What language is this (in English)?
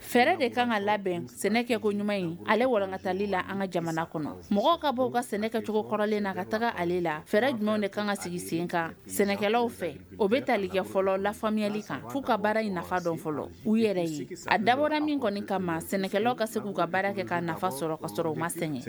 Bambara